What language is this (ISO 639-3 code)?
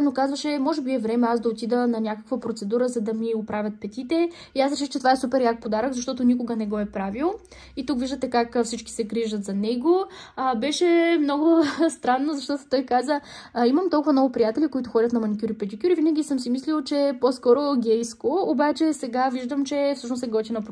bul